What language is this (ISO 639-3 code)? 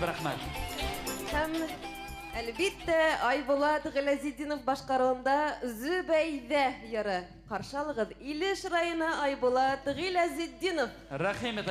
bak